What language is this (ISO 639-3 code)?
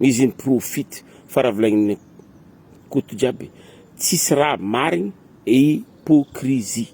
mlg